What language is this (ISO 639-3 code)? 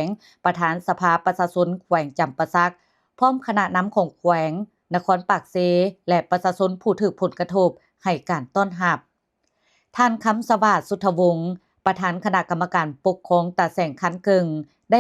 lao